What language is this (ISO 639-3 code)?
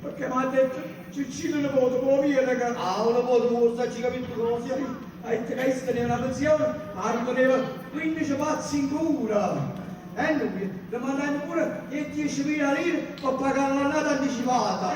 nap